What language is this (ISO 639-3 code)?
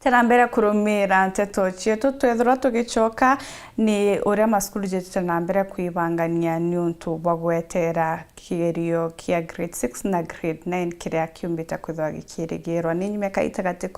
mer